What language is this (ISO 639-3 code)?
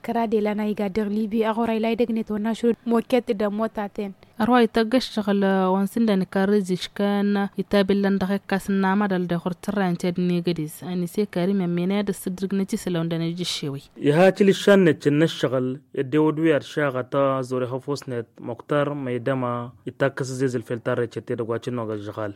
taq